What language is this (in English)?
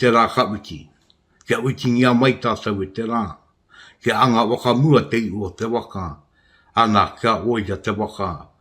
Māori